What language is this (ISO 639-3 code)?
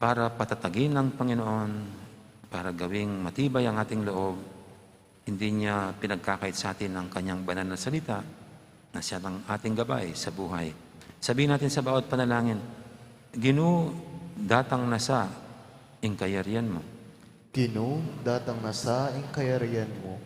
pam